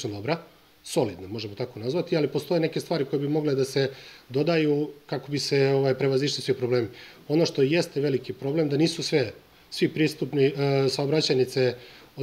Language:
Serbian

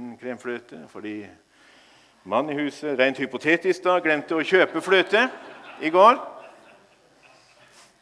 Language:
Norwegian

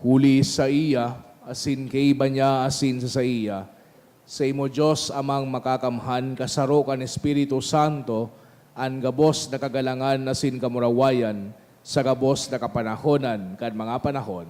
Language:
Bikol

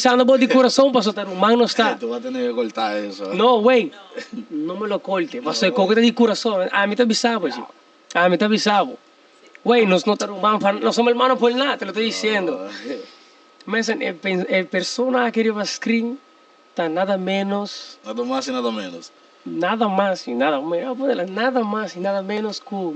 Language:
Papiamento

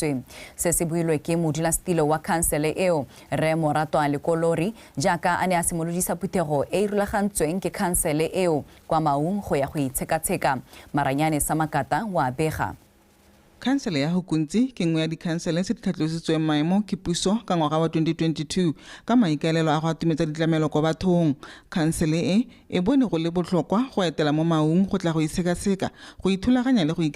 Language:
Tswana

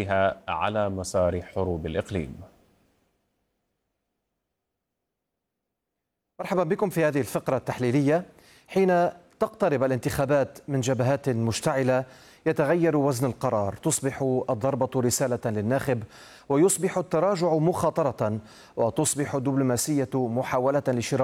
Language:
Arabic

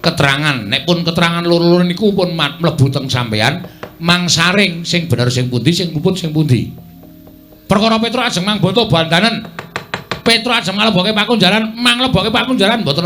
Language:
Javanese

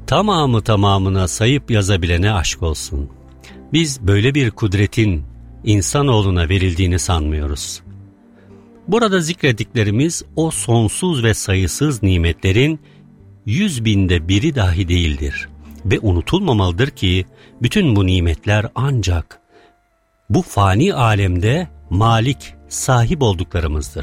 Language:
Turkish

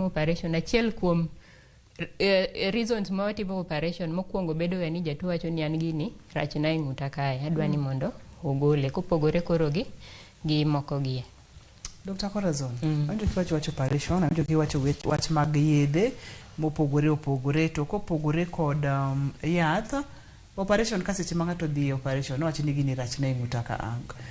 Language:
Luo (Kenya and Tanzania)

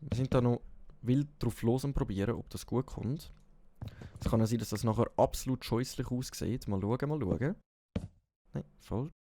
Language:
Swiss German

